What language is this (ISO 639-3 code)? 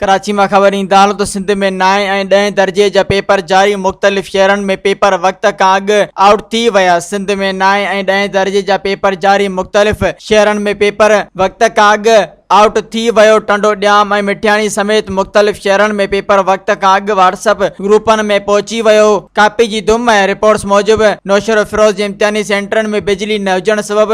snd